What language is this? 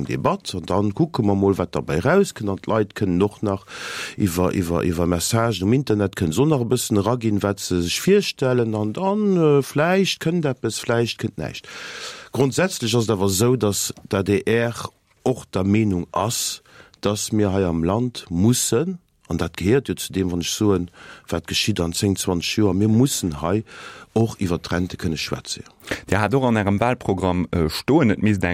Luxembourgish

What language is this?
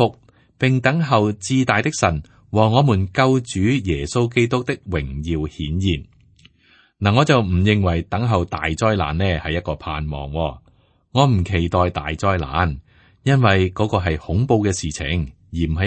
Cantonese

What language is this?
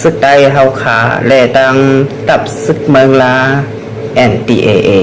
Shan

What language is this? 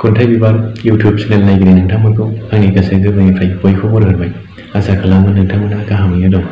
Bodo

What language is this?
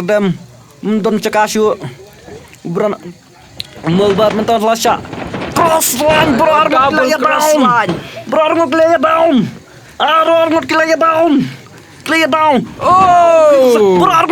Khasi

